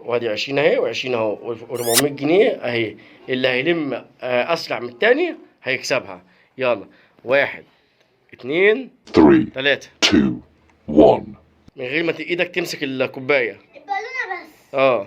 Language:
Egyptian Arabic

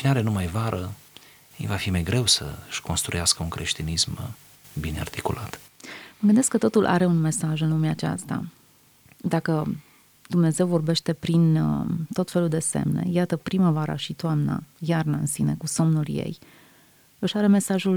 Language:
Romanian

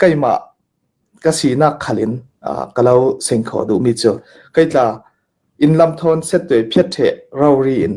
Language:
Falam Chin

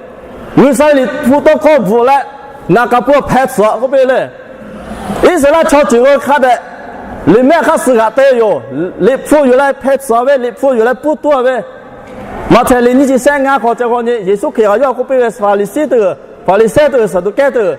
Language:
Lahu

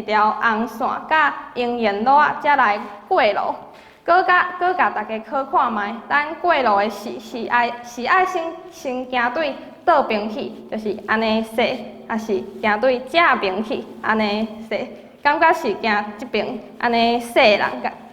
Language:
Min Nan Chinese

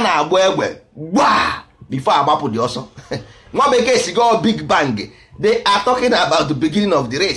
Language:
Igbo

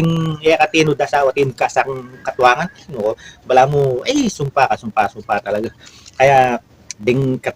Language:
Pampanga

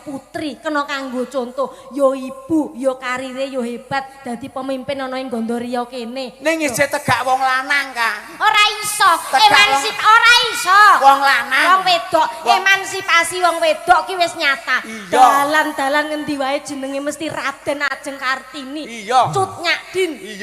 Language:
Javanese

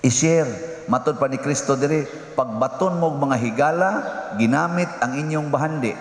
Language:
Cebuano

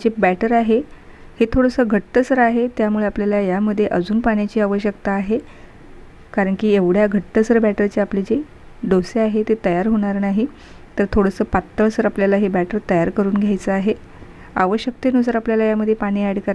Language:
Marathi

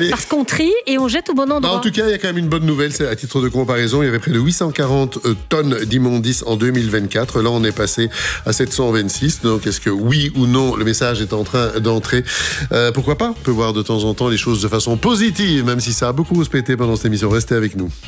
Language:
French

